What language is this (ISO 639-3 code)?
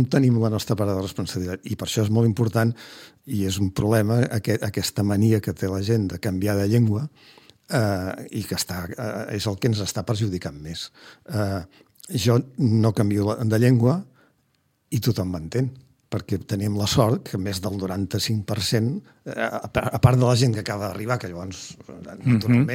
cat